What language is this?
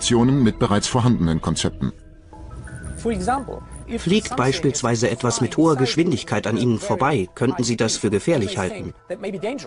German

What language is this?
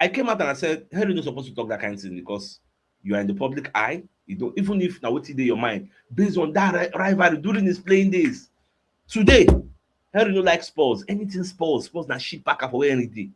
Nigerian Pidgin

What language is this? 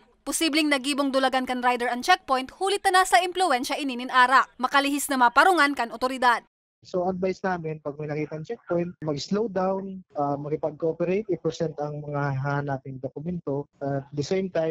Bikol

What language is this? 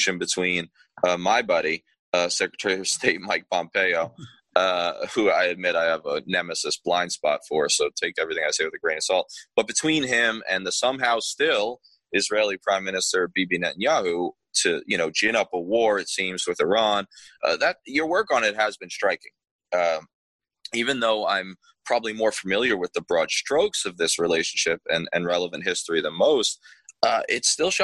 English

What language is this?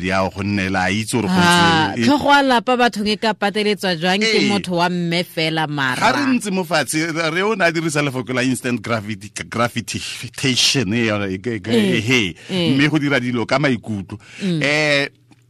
Tswana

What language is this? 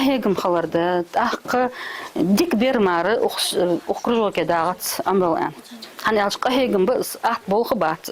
Ingush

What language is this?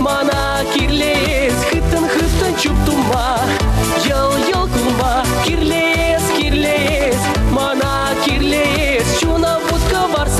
Chuvash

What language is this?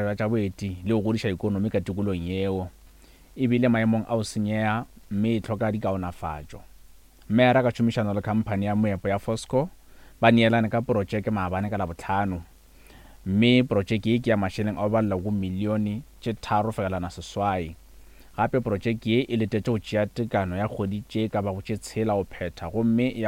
Northern Sotho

